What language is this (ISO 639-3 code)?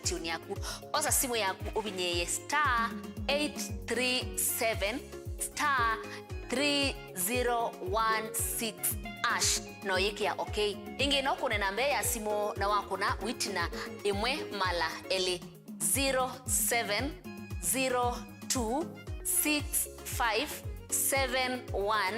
kam